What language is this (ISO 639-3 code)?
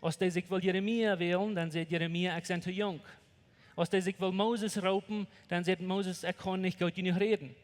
pdt